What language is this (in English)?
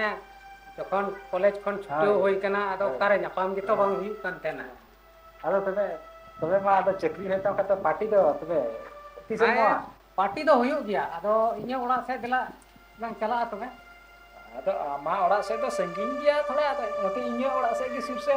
Santali